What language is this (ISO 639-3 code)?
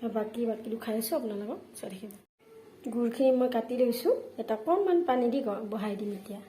asm